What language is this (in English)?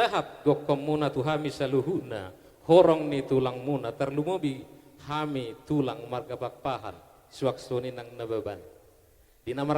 Batak Toba